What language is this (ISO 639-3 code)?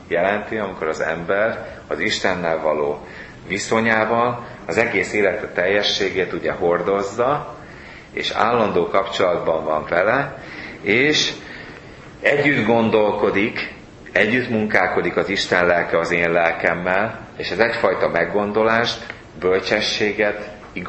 hun